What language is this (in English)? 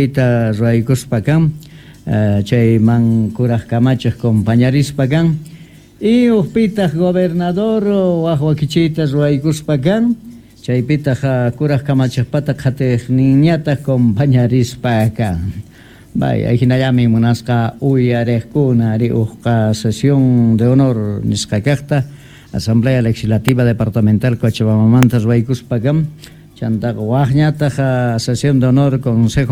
Quechua